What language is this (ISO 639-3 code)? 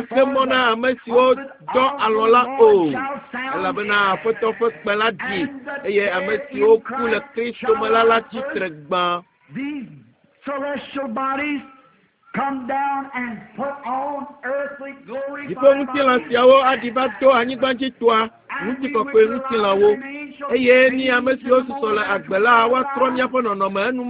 ewe